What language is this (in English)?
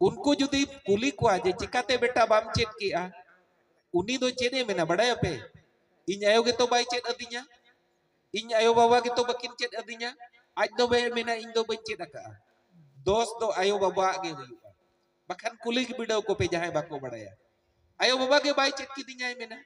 Santali